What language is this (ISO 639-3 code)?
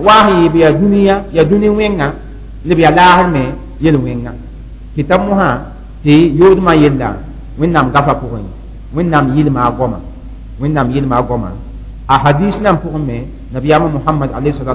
mos